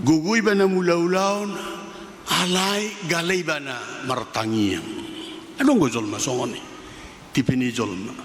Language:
Batak Toba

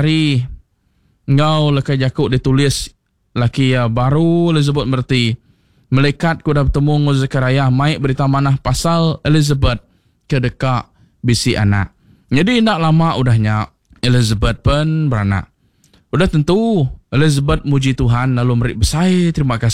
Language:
Iban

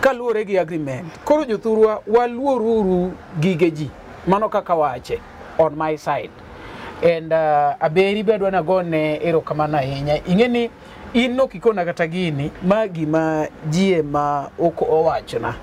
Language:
Luo (Kenya and Tanzania)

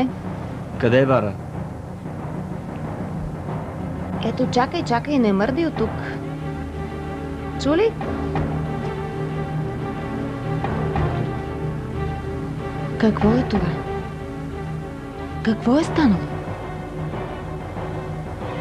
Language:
Bulgarian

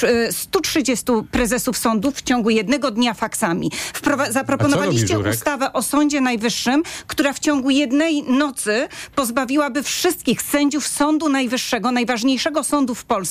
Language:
Polish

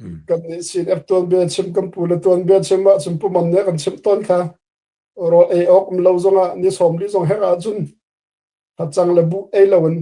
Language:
Hakha Chin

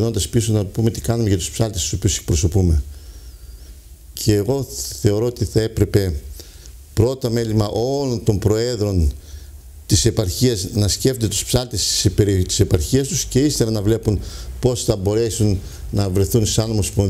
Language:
Greek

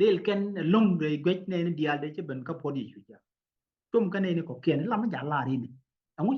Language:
Nuer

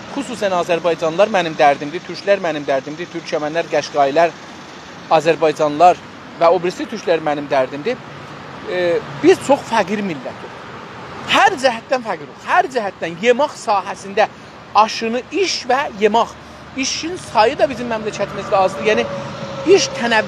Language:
South Azerbaijani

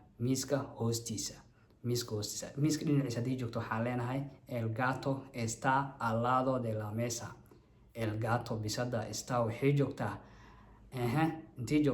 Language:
Somali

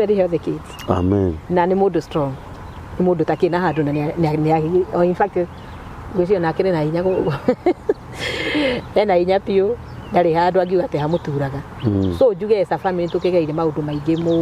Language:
Kikuyu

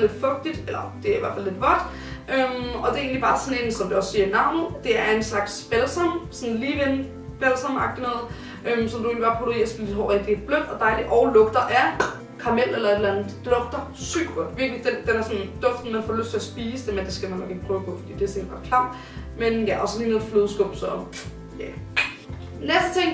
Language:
Danish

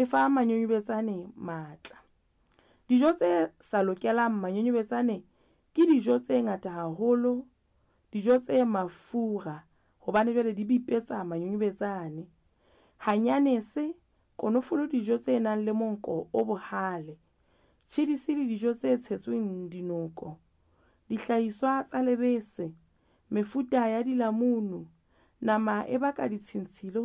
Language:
Southern Sotho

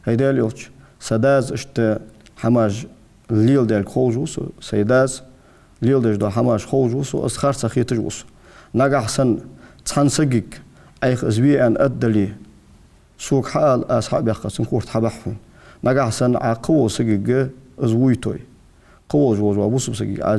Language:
Ingush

